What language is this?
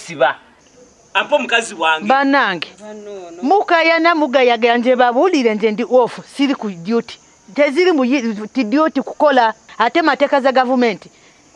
Ganda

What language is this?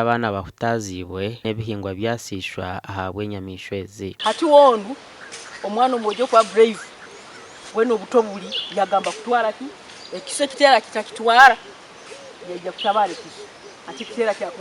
Nyankole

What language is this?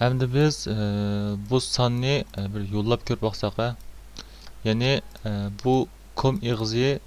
Uyghur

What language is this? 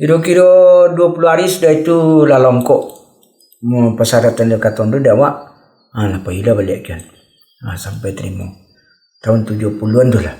Minangkabau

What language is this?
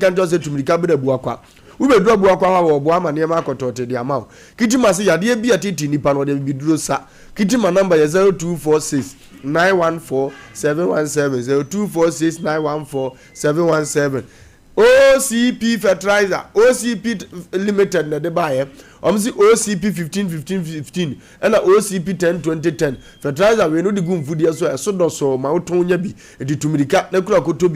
Akan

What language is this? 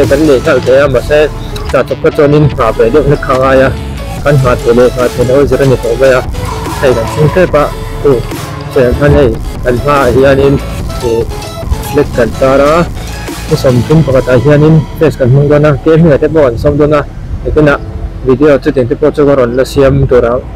Mizo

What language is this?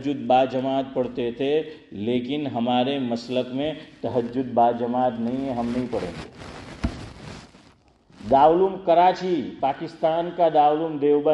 Urdu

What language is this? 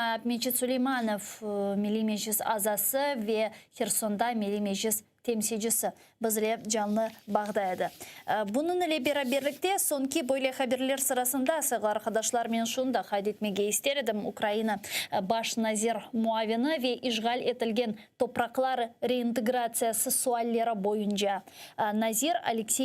Crimean Tatar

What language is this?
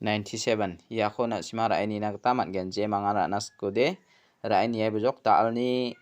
Garo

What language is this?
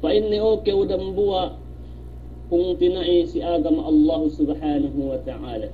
Yakan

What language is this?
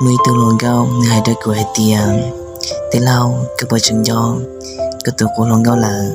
Hmong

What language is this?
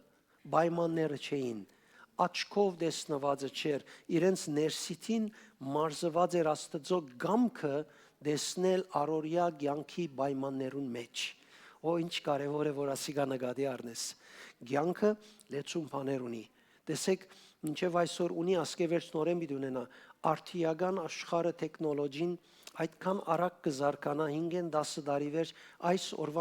Western Armenian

